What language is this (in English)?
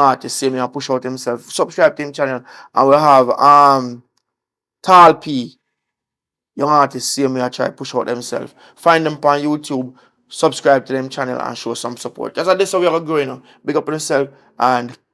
Jamaican Creole English